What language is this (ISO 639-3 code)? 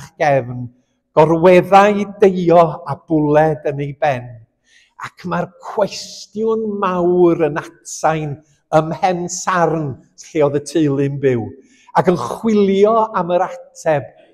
cym